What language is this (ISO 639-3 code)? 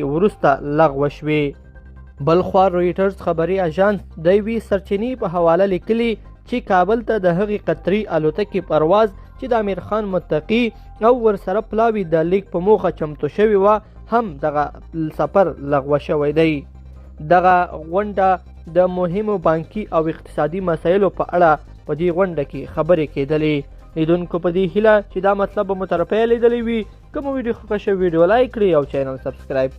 pus